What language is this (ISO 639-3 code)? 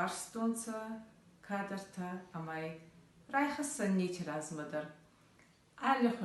oss